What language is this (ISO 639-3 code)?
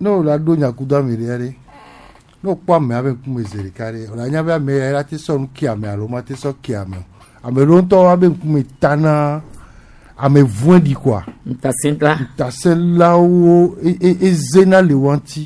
gej